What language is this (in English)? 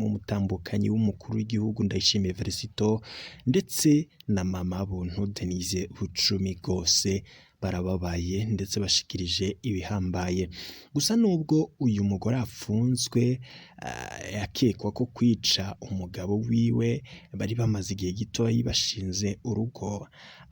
Rundi